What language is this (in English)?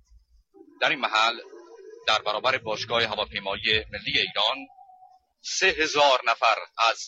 Persian